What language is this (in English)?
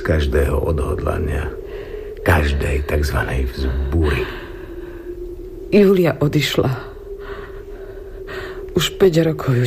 Slovak